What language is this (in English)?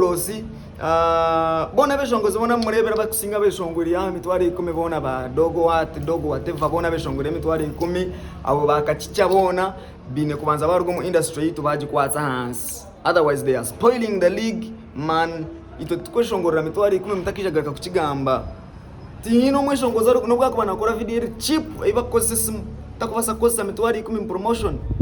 Nyankole